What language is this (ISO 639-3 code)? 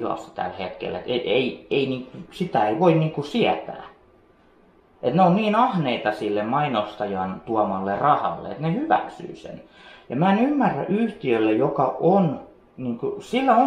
fin